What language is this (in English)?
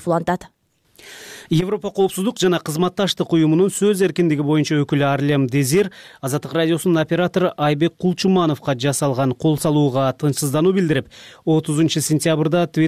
Kyrgyz